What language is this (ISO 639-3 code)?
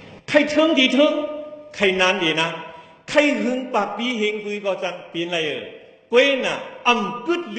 shn